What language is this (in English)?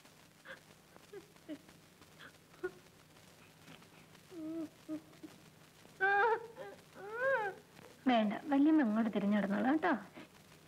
Malayalam